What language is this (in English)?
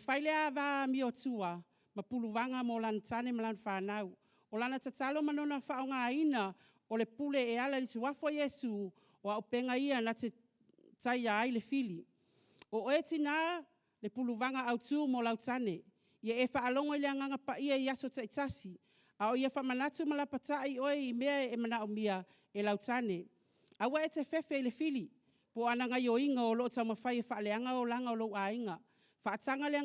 Samoan